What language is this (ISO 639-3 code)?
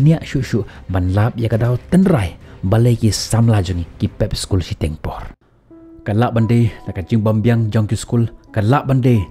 kha